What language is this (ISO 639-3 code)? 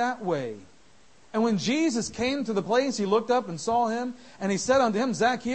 eng